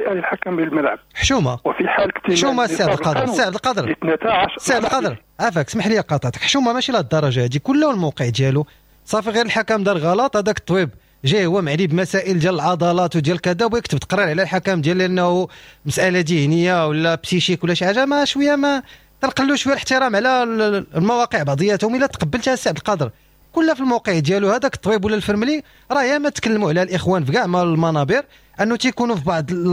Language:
Moroccan Arabic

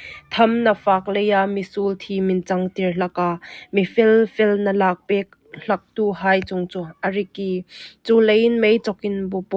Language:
Hmar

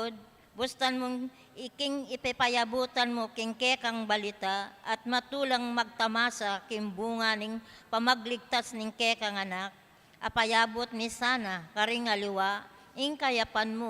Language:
Pampanga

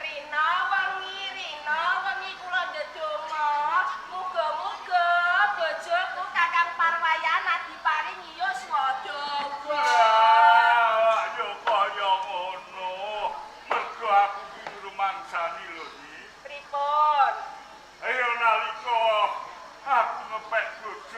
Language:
Javanese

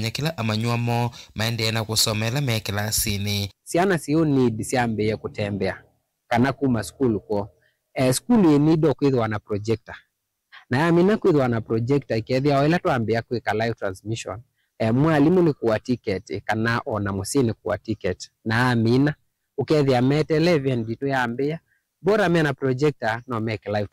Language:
Kamba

